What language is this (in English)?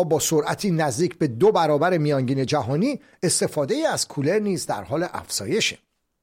Persian